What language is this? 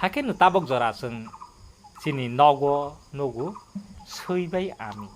Kok Borok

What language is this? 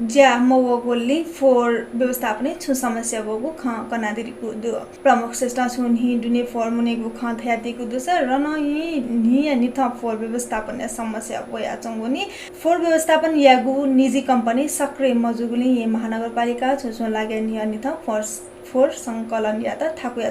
Newari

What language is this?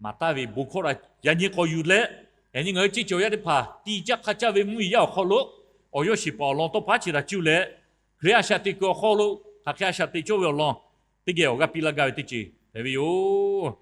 Lahu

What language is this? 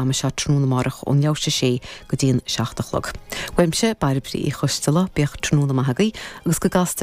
Irish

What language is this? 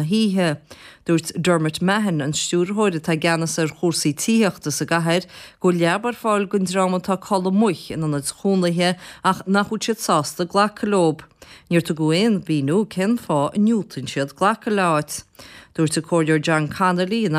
Irish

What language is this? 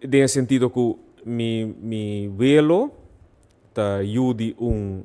Papiamento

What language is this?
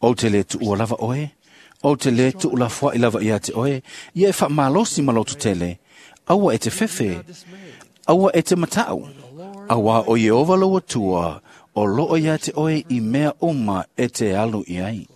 Samoan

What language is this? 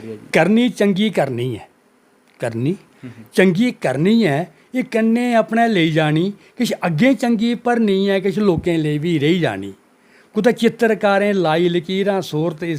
Dogri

